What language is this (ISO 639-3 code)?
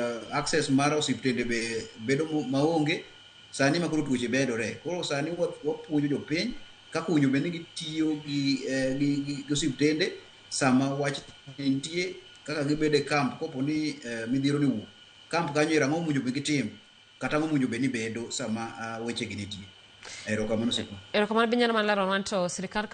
luo